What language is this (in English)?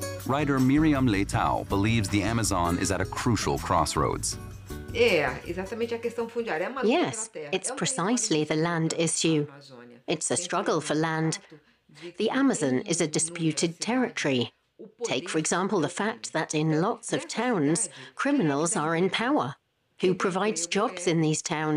English